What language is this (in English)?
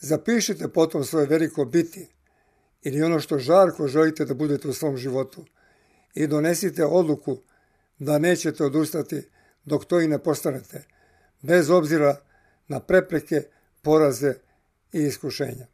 Serbian